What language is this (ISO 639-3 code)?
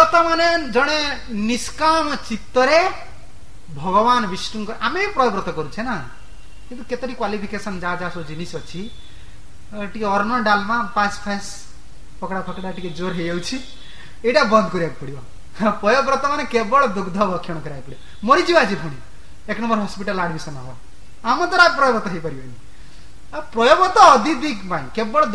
ori